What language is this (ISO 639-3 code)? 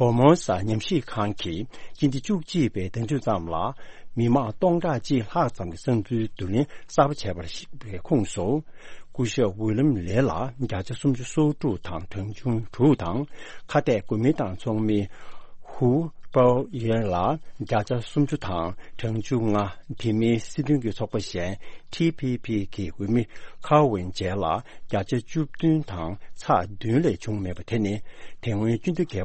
bod